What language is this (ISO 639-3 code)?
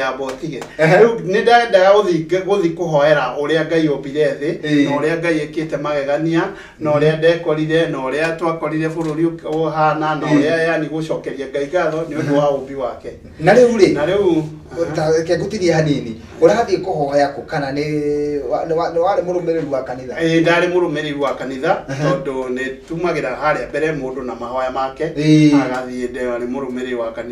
kik